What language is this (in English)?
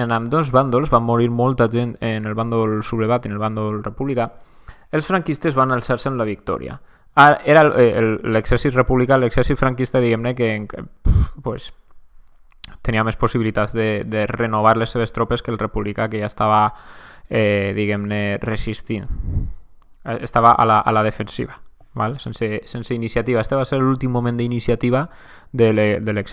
Catalan